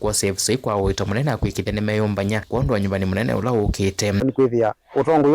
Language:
Kamba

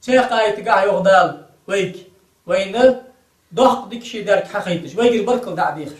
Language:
Ingush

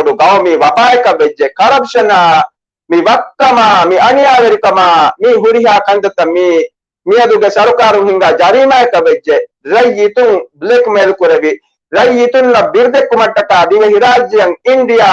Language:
Divehi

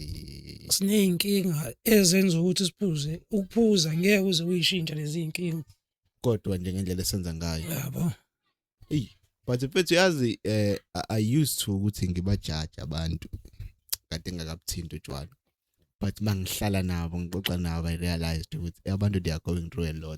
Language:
Zulu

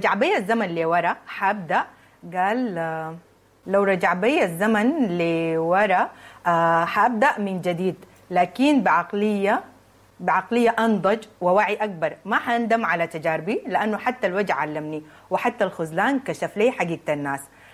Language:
Sudanese Arabic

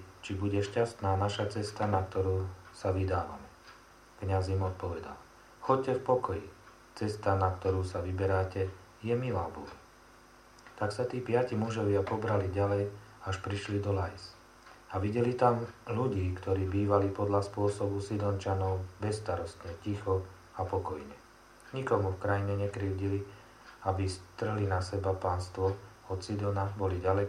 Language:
Slovak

